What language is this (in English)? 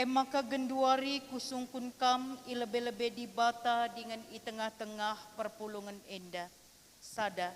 Batak Karo